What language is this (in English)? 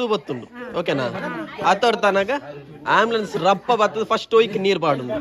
Tulu